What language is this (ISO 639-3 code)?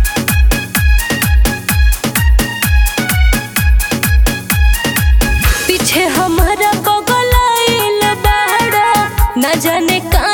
bho